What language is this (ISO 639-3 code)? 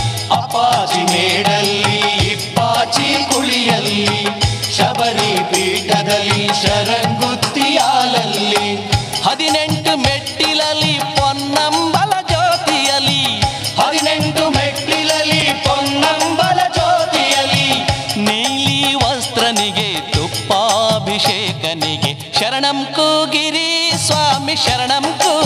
kan